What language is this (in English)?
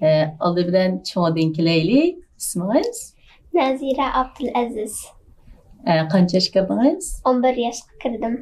Uyghur